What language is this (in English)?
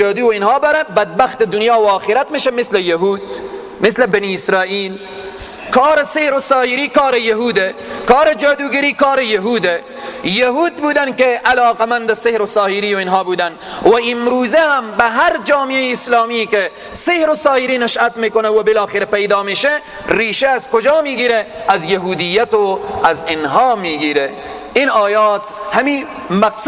Persian